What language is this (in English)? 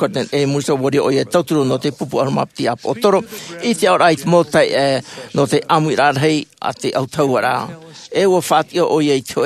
Tahitian